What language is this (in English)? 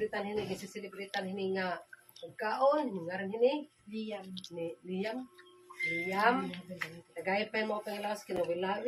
Waray